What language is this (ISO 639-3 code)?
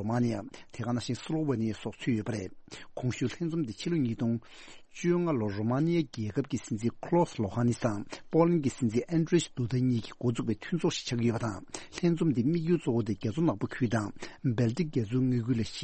bod